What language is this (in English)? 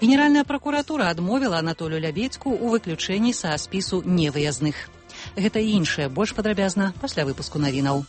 Belarusian